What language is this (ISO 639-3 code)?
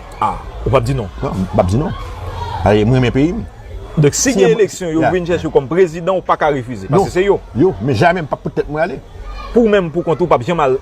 hat